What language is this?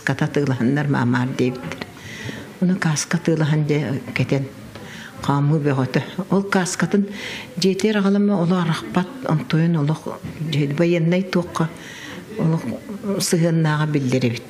Yakut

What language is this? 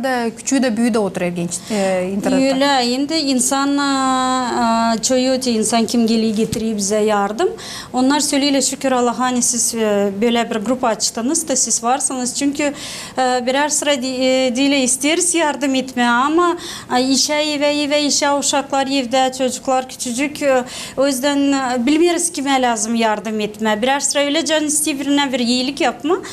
Gagauz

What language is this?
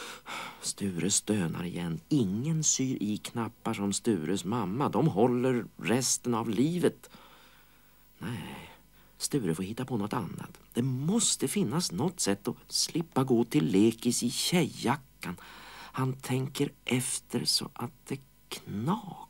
Swedish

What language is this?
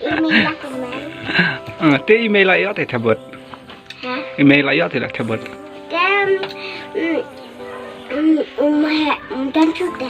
Khasi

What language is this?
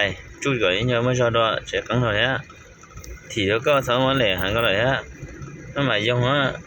Hmong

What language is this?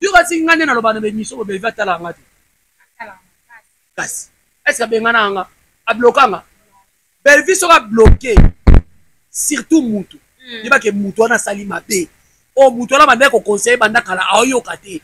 Lingala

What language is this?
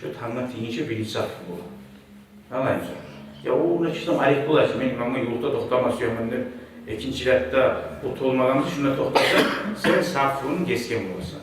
Kumyk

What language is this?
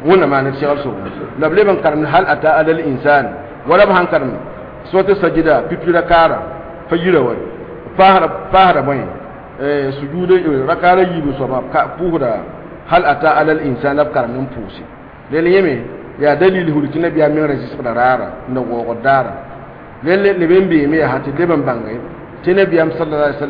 Mossi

